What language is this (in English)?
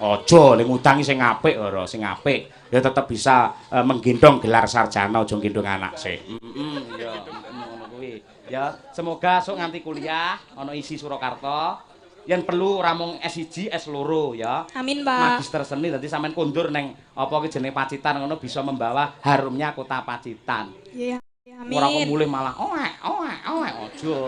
Javanese